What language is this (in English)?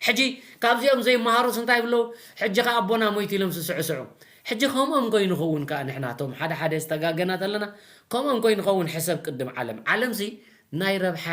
Tigrinya